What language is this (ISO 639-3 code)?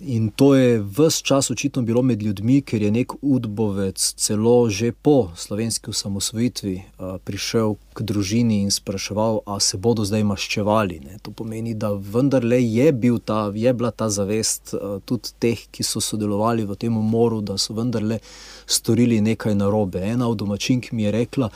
slv